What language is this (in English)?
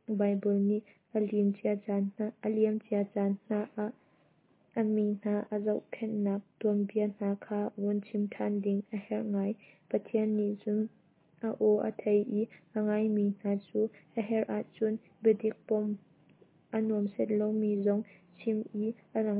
Hakha Chin